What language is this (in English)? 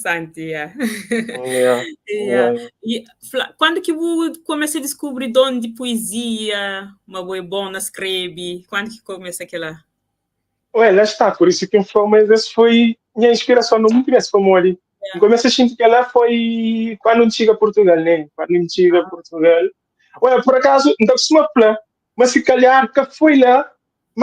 Kabuverdianu